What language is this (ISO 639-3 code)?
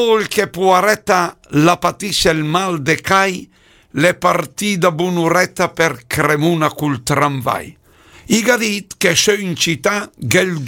lmo